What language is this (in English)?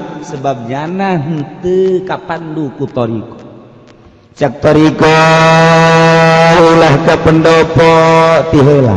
Sundanese